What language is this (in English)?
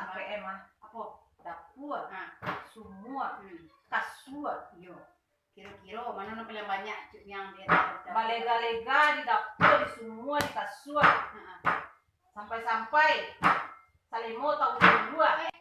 Minangkabau